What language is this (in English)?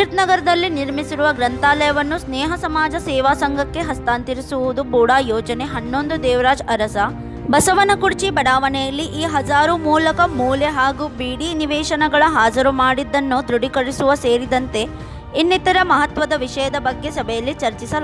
Kannada